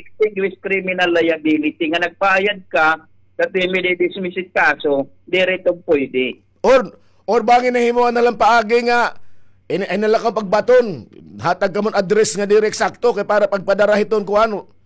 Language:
Waray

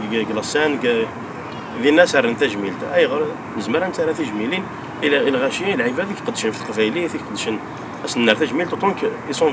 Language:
Kabyle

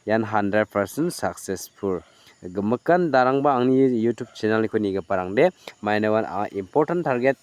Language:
Garo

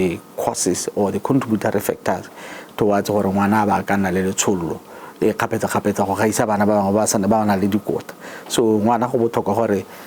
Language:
Tswana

